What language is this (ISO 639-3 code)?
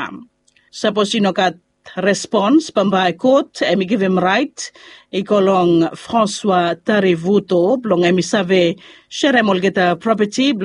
bis